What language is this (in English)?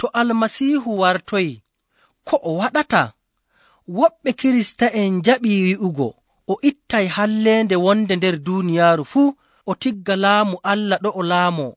Nigerian Fulfulde